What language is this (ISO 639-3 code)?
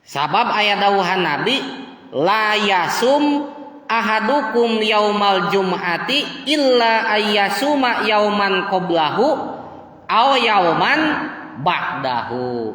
sun